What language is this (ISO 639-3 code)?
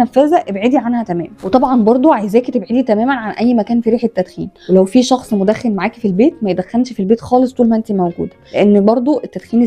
arz